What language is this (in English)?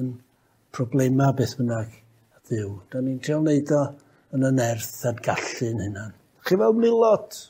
Welsh